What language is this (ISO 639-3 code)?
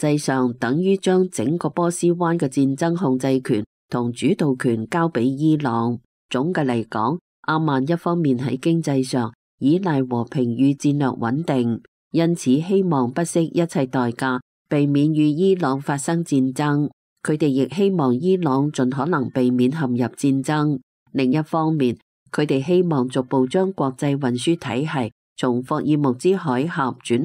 yue